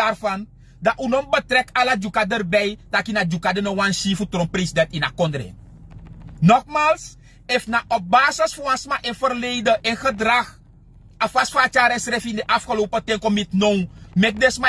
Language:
Sranan Tongo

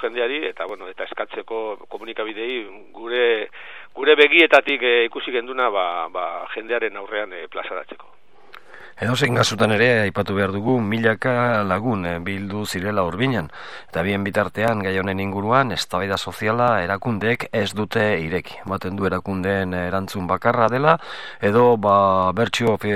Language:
Basque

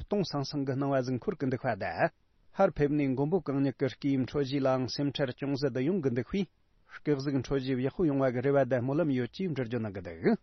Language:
Tibetan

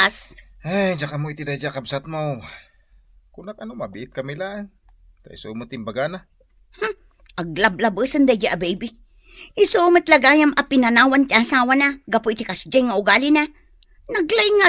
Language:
Iloko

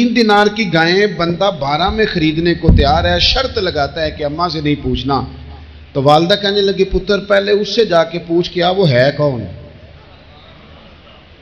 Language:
Urdu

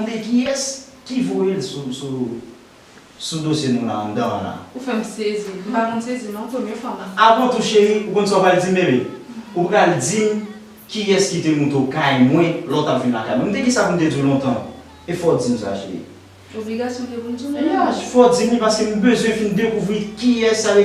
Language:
Haitian Creole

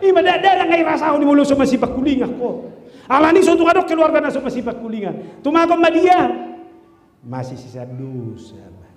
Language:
Batak Toba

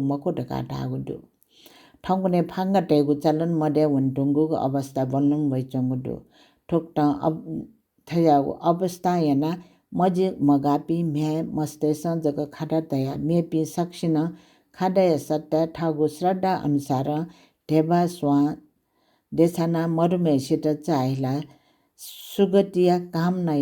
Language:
Newari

